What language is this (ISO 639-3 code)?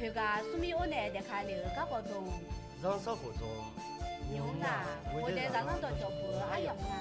ahk